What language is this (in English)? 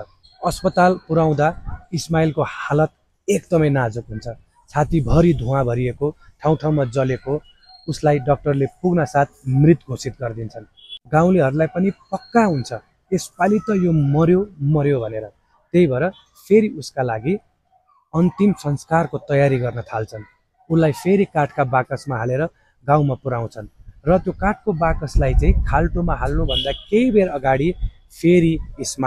Nepali